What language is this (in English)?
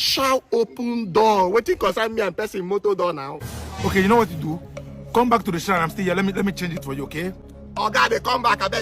Nigerian Pidgin